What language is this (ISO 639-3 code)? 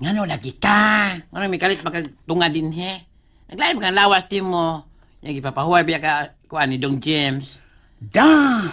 ceb